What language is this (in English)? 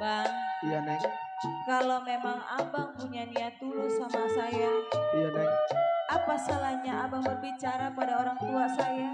Betawi